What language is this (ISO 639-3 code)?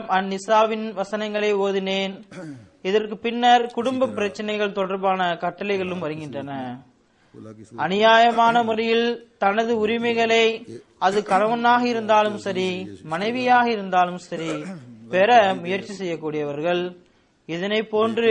tam